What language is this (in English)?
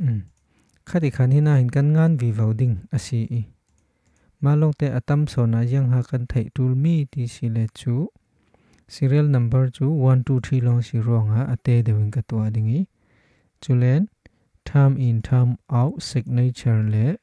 Falam Chin